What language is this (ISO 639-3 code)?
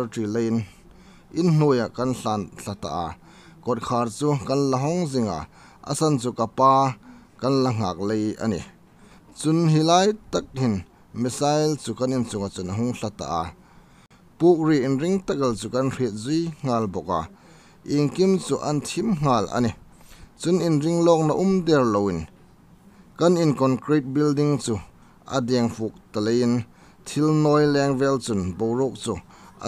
hmr